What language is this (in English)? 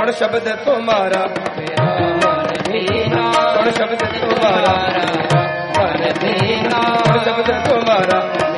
Punjabi